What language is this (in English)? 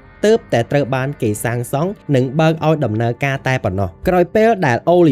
Khmer